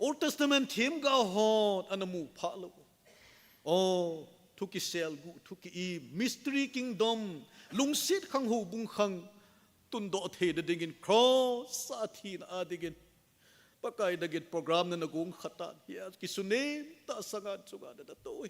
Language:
Thado Chin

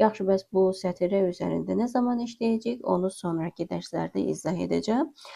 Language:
Azerbaijani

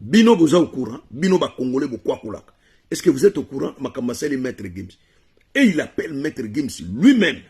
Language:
Lingala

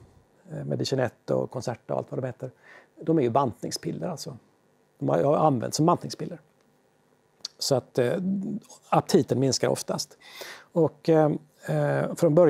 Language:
Swedish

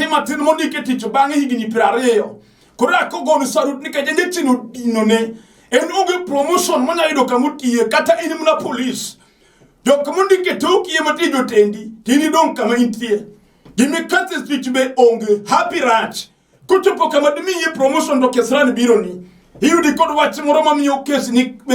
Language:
Luo (Kenya and Tanzania)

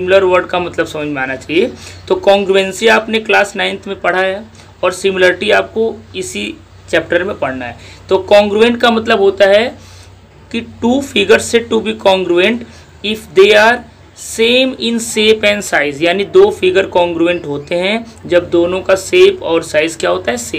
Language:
Hindi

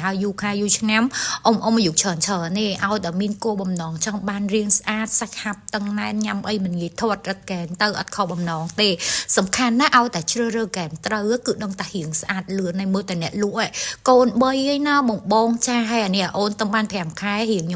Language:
Khmer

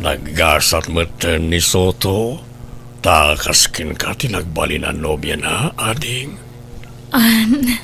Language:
Iloko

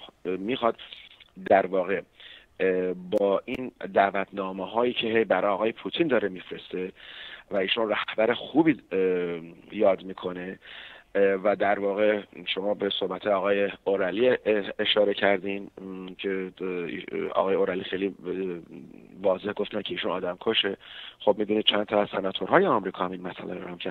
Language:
Persian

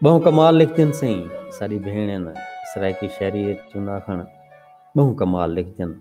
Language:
Saraiki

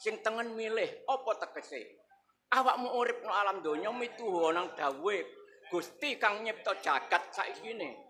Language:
Javanese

